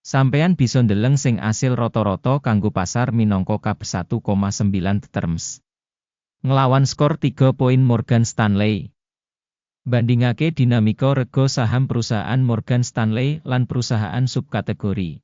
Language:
Javanese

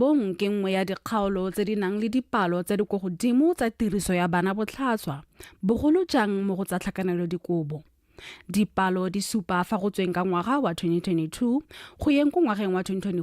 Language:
Tswana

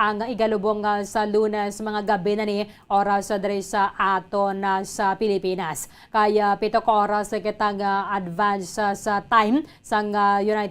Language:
Hiligaynon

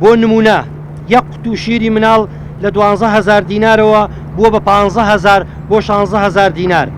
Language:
Central Kurdish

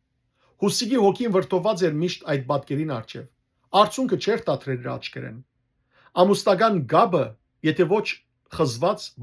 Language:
Western Armenian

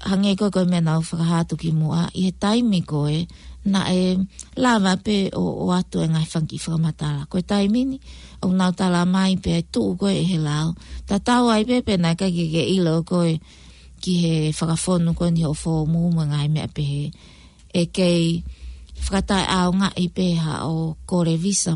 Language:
Tongan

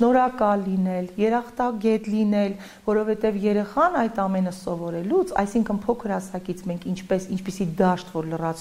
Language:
Armenian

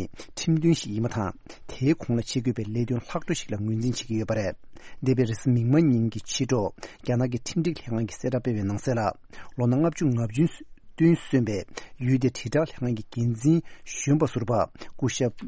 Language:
Tibetan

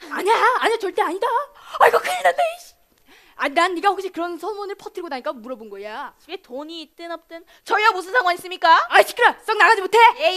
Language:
Korean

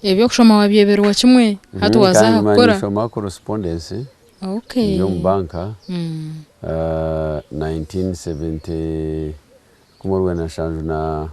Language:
Nyankole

